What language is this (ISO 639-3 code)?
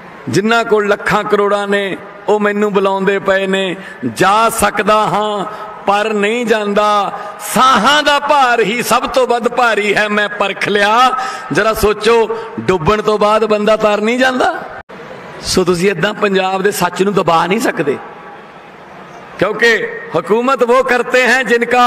pan